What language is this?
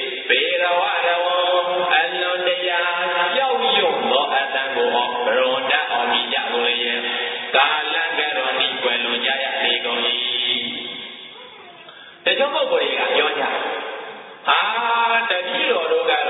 Burmese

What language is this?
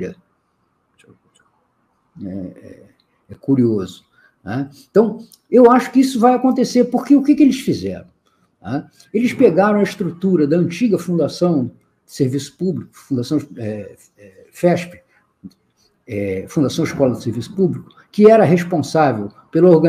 Portuguese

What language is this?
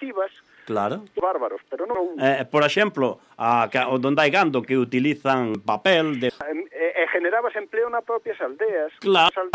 Galician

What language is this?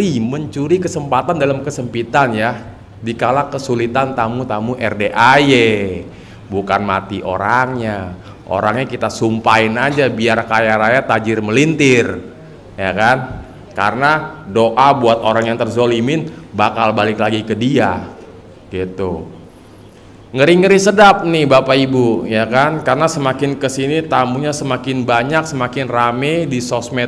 Indonesian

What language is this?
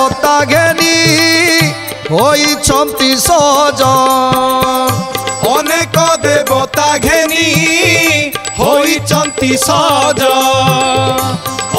Odia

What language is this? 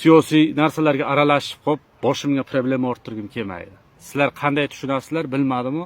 Uzbek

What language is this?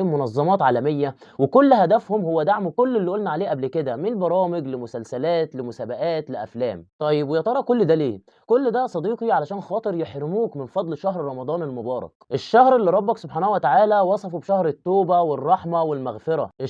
Egyptian Arabic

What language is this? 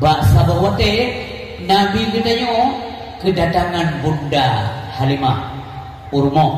Achinese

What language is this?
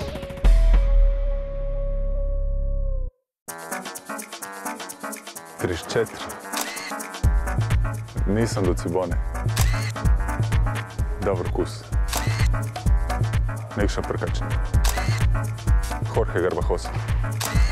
Croatian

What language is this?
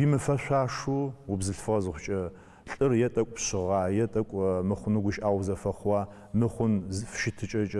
Adyghe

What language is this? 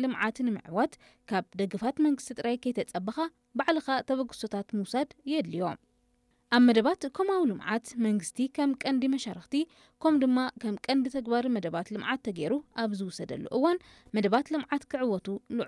Tigrinya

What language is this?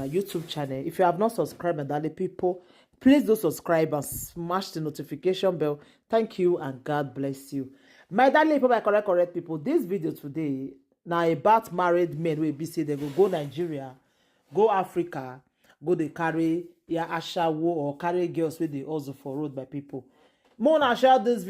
Nigerian Pidgin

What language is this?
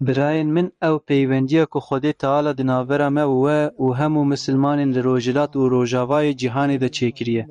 Kurdish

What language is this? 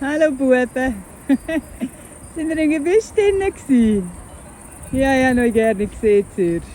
Swiss German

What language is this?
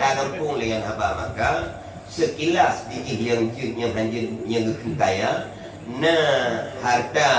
Achinese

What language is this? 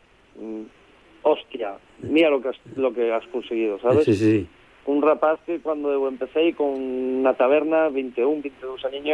Galician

